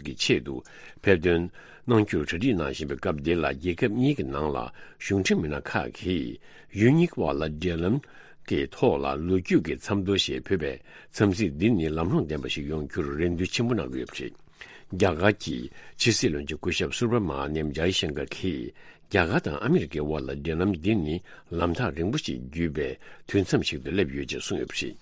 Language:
Tibetan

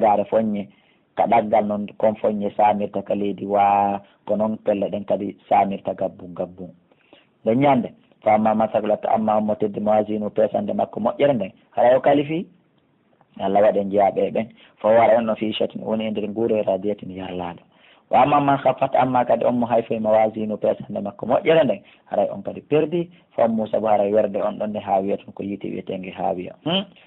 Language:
Fula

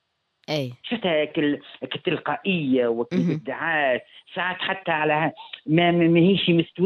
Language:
Tunisian Arabic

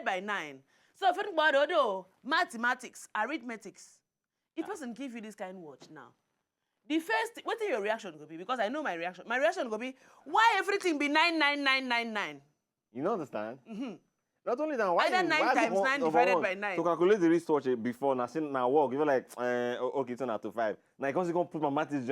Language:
Nigerian Pidgin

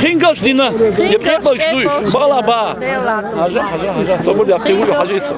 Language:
Chechen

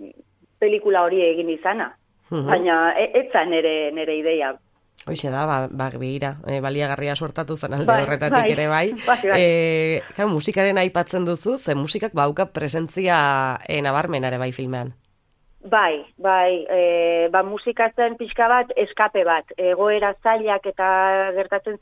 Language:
Basque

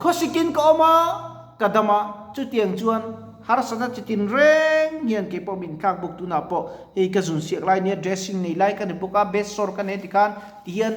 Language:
Mizo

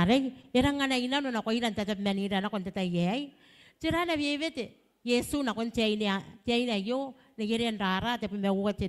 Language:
Gilbertese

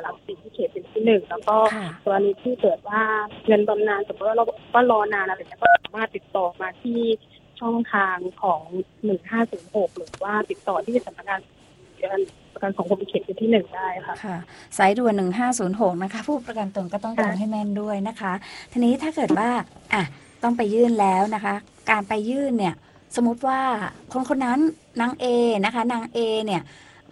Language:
Thai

